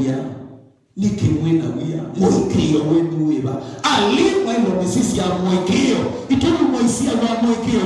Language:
Kamba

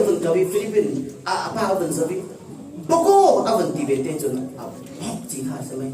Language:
Falam Chin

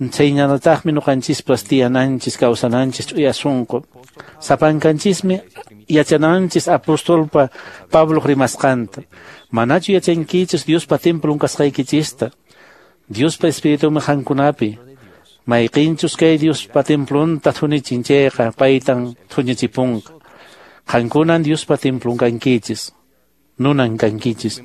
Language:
Quechua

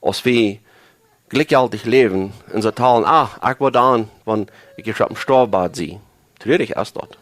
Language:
Plautdietsch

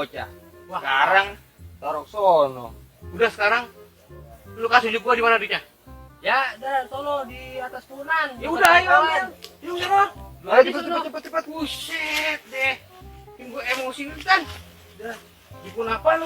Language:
Betawi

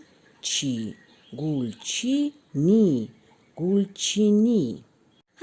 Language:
Tajik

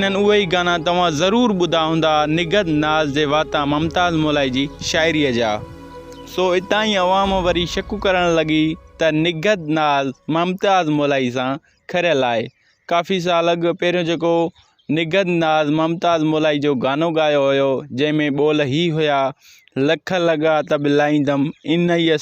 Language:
Sindhi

